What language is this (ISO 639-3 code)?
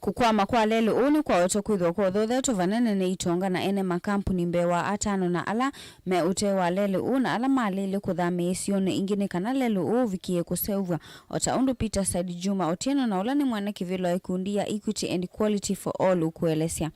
kam